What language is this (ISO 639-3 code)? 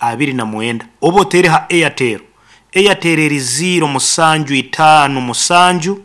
nyn